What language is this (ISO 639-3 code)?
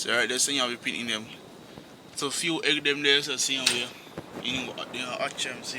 jam